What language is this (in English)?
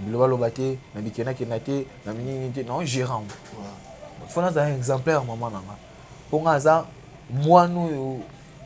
Lingala